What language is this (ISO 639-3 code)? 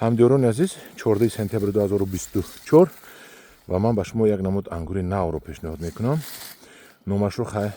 tgk